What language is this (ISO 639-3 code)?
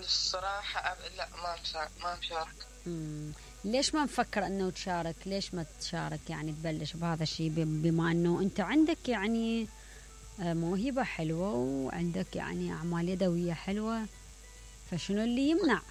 acm